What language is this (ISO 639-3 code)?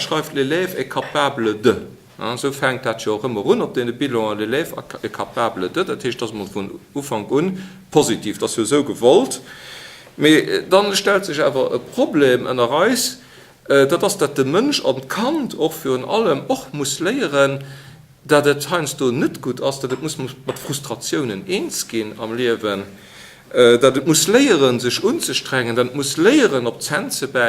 ltz